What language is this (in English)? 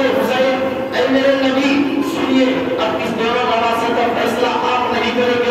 Urdu